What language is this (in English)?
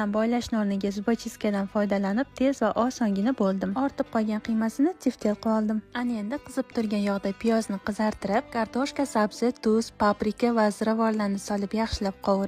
Uzbek